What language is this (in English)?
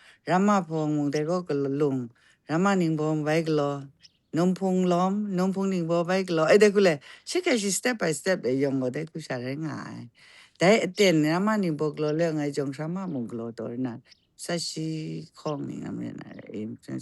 Kachin